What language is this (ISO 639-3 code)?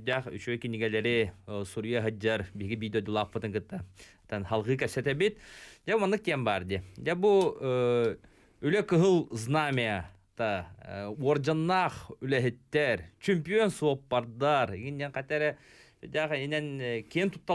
sah